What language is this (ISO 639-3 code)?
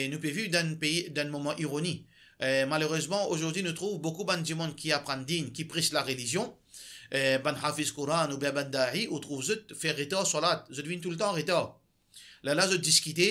mfe